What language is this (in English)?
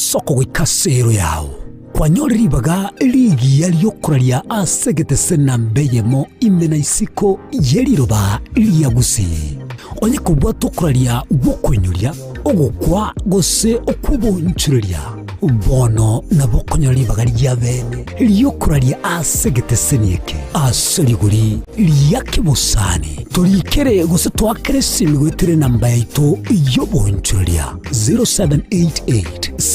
Gusii